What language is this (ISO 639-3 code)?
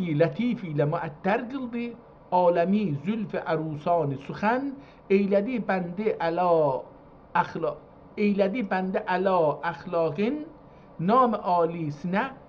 azb